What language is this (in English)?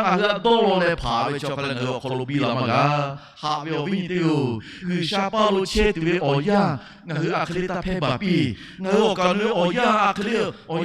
Lahu